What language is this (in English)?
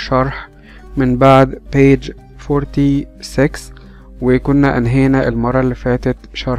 Egyptian Arabic